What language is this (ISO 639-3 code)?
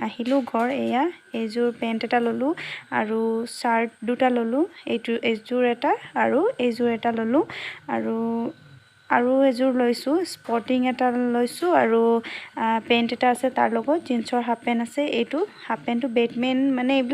asm